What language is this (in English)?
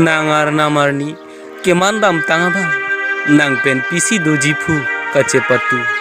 Karbi